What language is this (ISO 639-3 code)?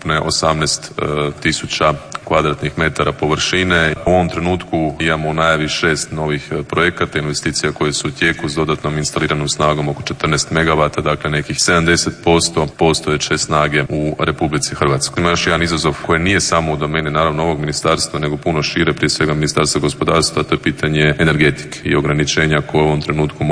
hrv